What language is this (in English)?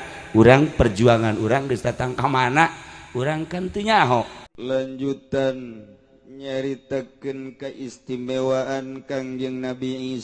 Sundanese